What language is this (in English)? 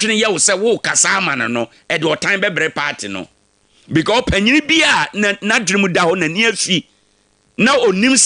Akan